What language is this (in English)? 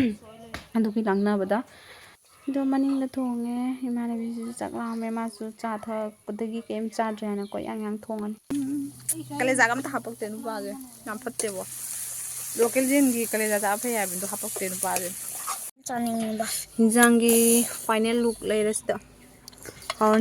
Manipuri